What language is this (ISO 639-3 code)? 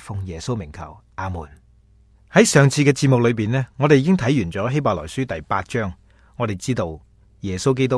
yue